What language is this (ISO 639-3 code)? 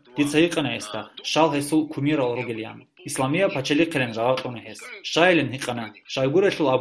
ava